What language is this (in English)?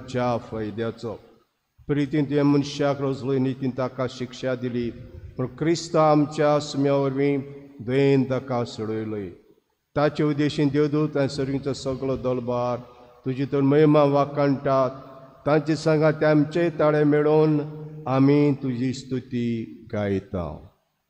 Konkani